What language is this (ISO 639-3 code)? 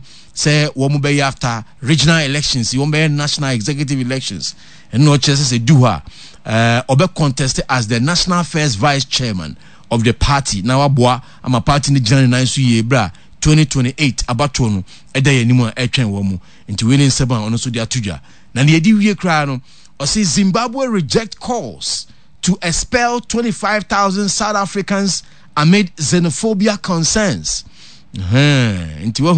aka